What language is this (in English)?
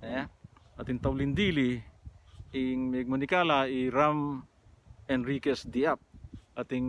Pampanga